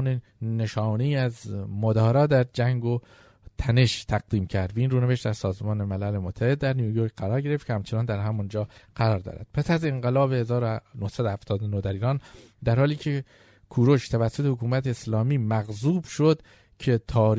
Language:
Persian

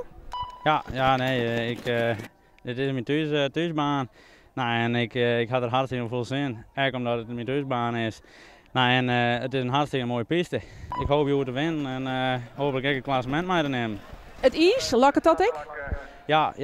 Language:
Western Frisian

